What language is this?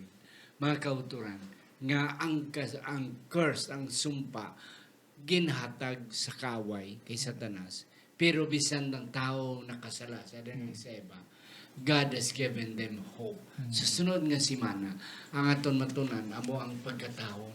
Hiligaynon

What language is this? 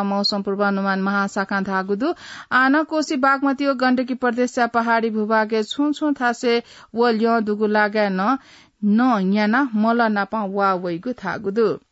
Newari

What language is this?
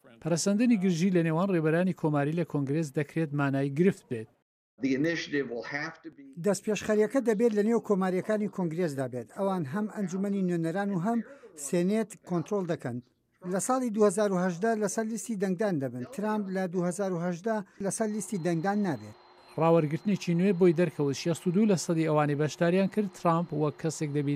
Central Kurdish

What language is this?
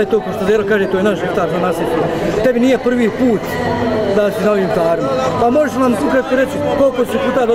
Bosnian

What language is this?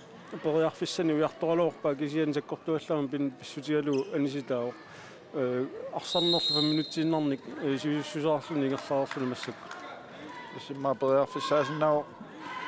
Kalaallisut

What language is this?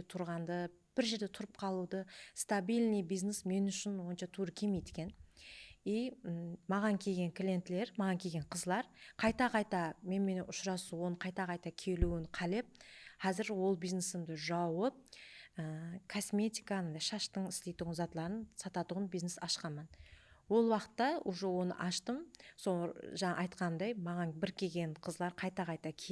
Kara-Kalpak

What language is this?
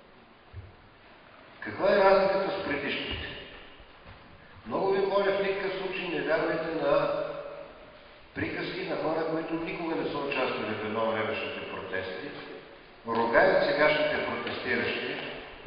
Bulgarian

